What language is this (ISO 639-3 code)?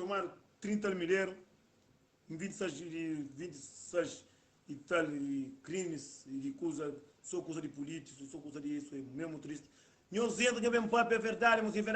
kea